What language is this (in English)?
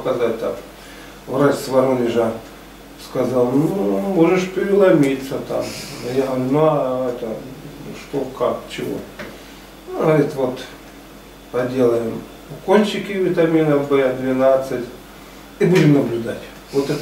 Russian